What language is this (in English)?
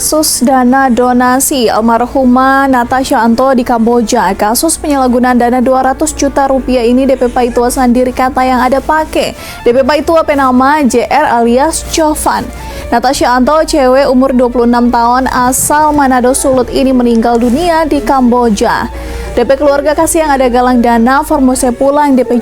Manado Malay